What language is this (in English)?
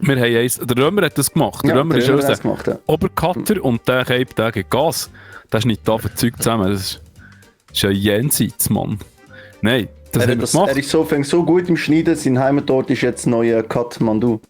Swiss German